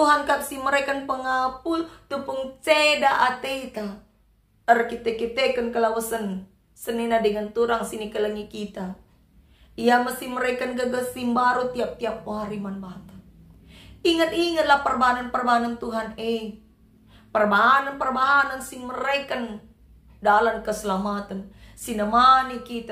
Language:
Batak Karo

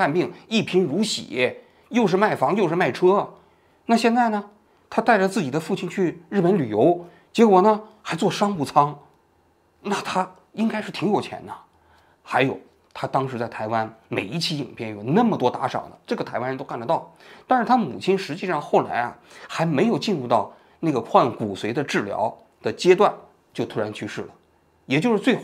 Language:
Chinese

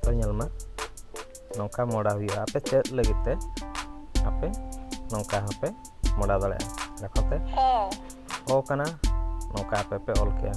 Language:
Santali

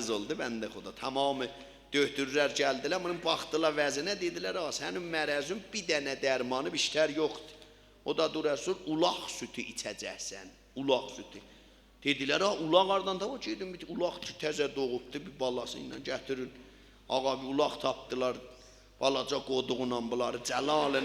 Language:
South Azerbaijani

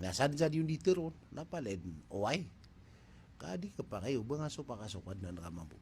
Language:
Maranao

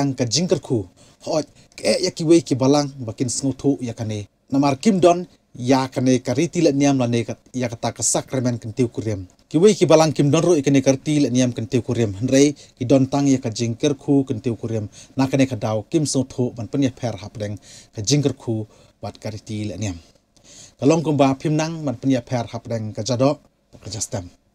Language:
Khasi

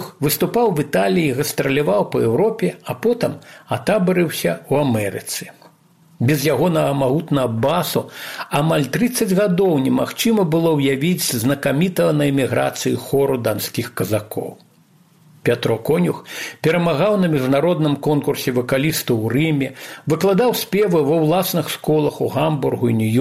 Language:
Belarusian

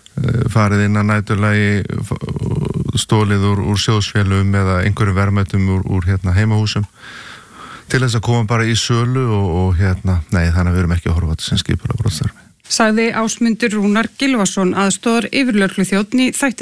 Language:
Icelandic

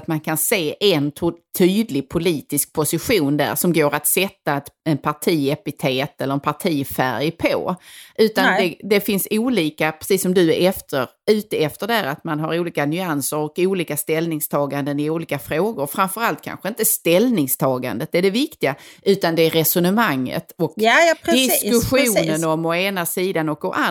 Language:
Swedish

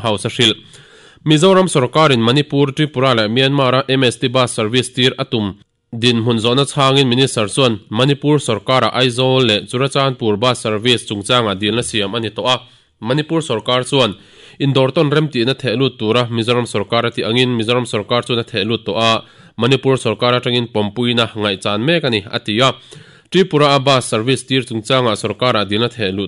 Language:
Mizo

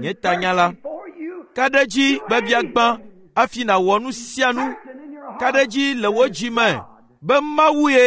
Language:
Ewe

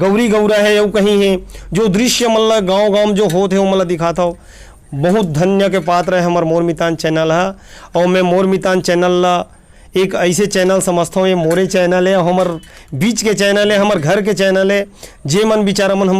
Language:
Chhattisgarhi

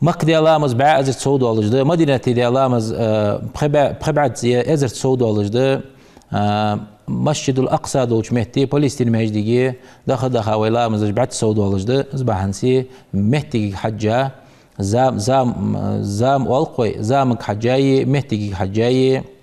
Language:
Ingush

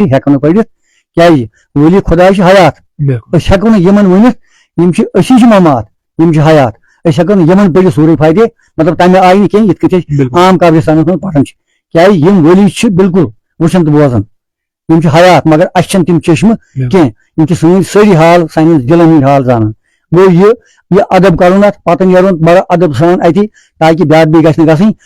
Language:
Kashmiri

